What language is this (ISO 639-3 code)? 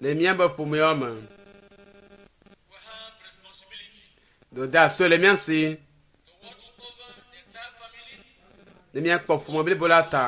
ewe